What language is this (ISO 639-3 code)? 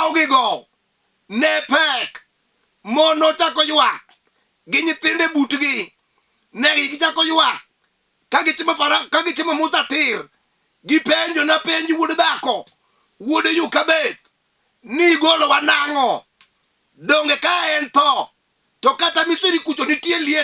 luo